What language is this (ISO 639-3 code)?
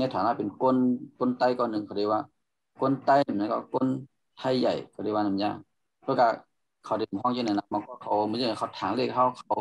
shn